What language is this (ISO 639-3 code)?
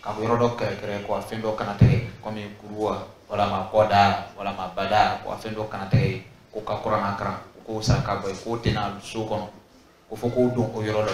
dyu